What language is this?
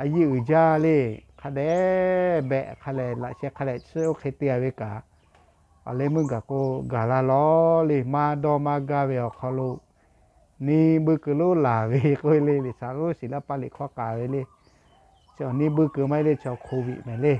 Lahu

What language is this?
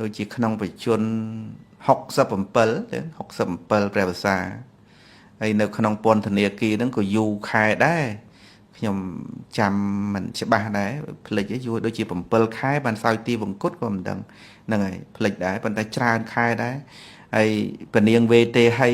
Khmer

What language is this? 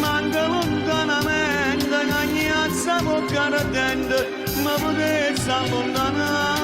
Neapolitan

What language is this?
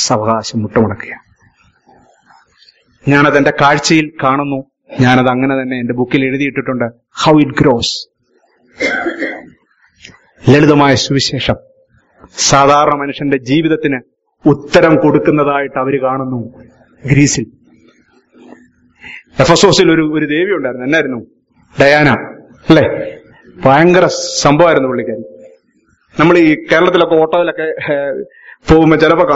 Malayalam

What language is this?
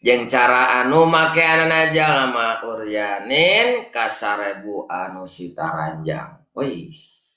Sundanese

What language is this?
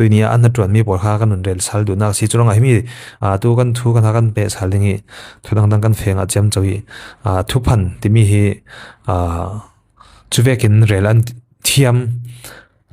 Falam Chin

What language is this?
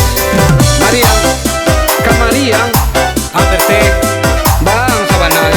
Minangkabau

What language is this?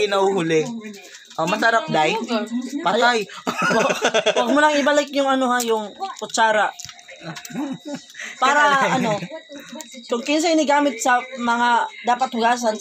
Filipino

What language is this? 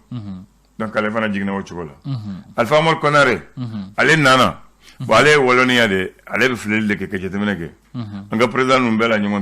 Bambara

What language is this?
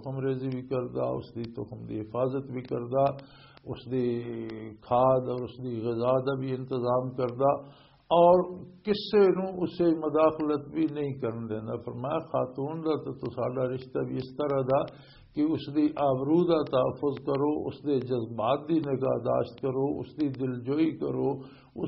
Western Panjabi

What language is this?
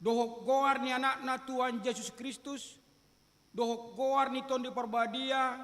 Batak Toba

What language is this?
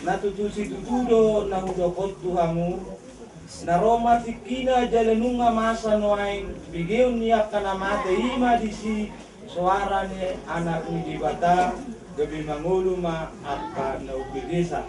Batak Toba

